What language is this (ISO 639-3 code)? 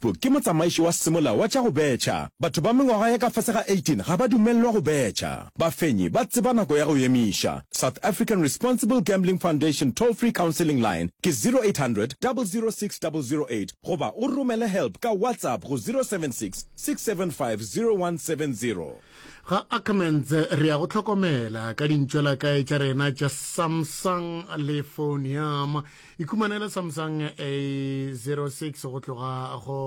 nso